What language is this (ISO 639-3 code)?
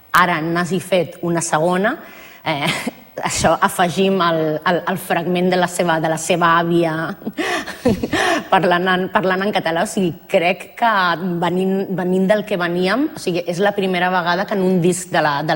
cat